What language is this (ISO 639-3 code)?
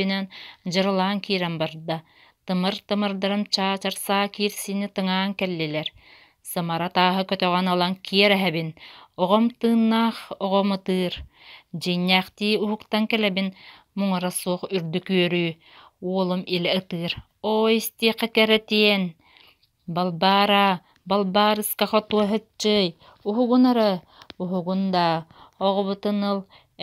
sah